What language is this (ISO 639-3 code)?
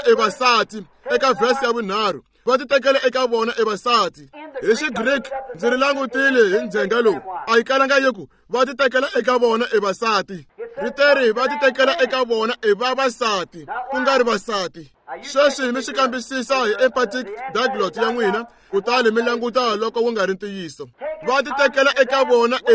tso